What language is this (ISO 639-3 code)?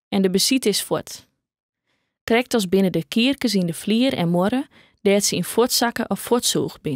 fry